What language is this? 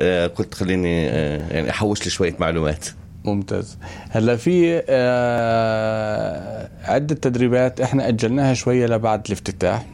North Levantine Arabic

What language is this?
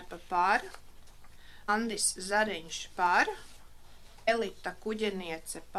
Latvian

